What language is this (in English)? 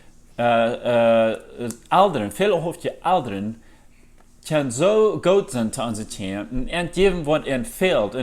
Plautdietsch